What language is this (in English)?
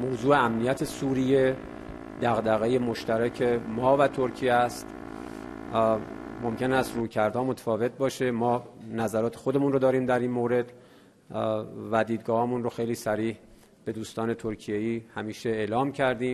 Persian